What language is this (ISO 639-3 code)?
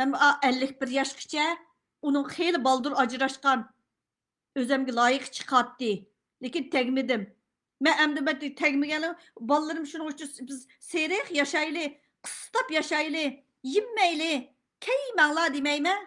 uig